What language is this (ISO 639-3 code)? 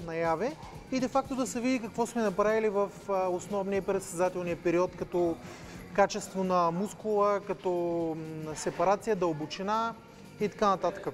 bul